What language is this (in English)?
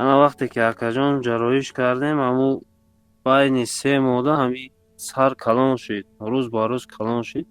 Tajik